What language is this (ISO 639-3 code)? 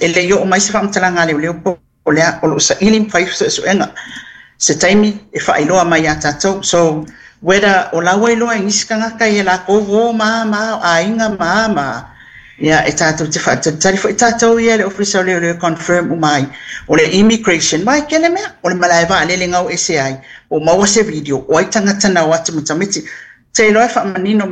smo